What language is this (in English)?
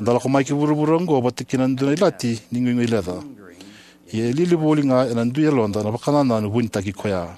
Fijian